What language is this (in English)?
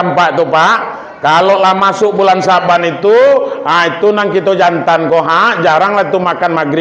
Minangkabau